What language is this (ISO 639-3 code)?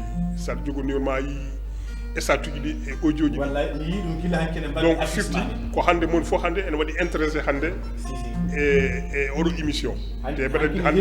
ful